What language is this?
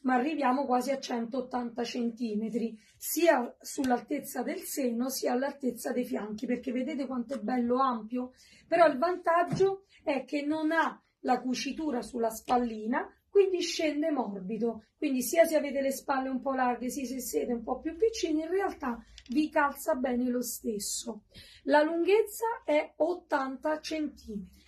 Italian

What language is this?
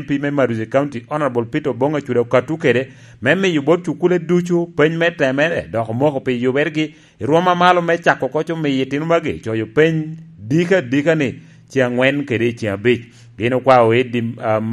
Lango (Uganda)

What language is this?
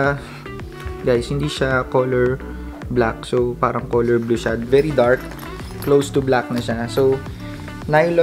Filipino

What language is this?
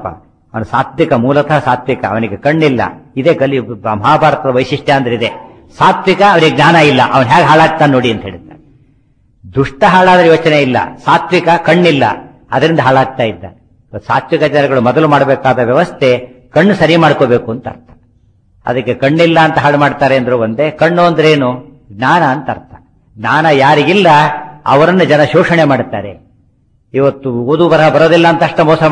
Kannada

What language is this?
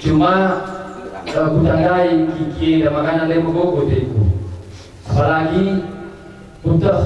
Batak Karo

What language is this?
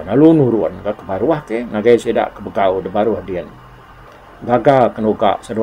Iban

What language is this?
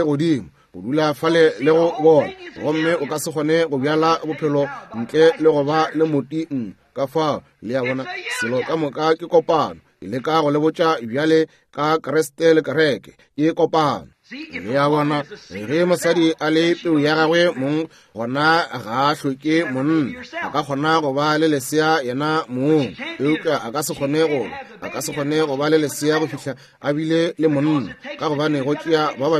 Northern Sotho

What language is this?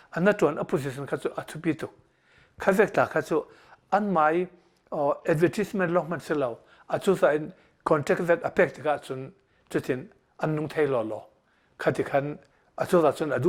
Hakha Chin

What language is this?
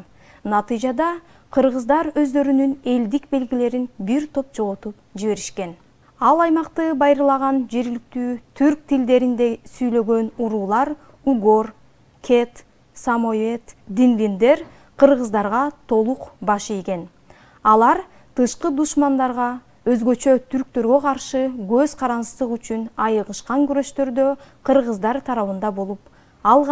Kyrgyz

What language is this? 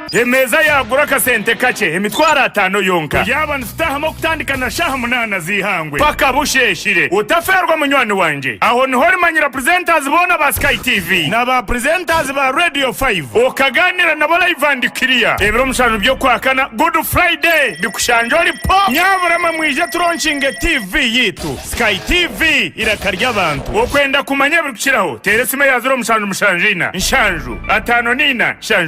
Nyankole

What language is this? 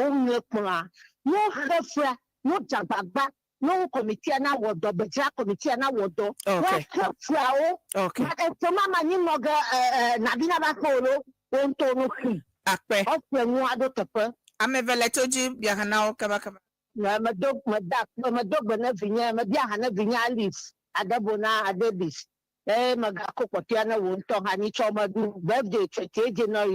Ewe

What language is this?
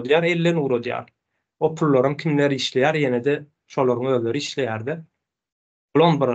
Turkmen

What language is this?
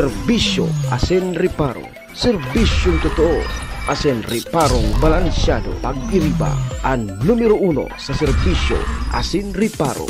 Bikol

